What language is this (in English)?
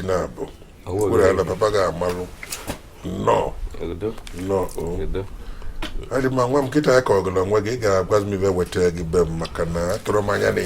Igbo